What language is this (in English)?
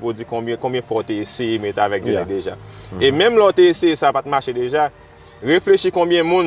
Haitian Creole